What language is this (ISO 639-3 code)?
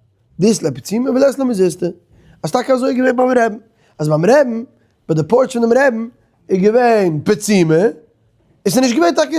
yid